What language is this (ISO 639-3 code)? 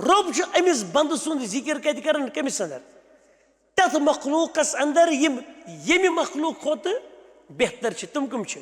kas